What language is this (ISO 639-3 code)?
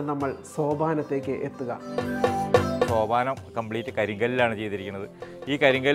mal